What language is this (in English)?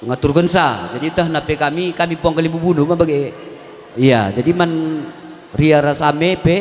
Batak Karo